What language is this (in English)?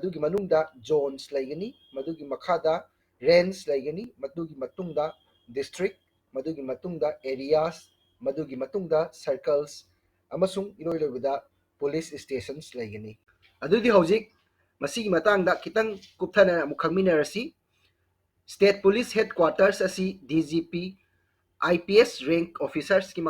Manipuri